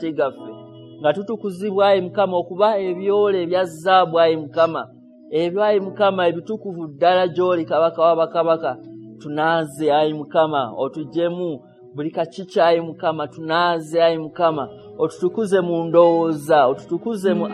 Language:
Ganda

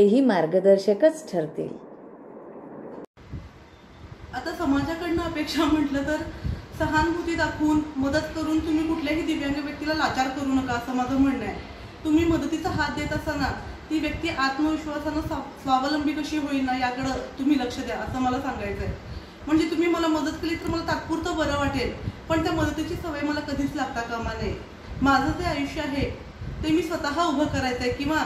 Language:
Marathi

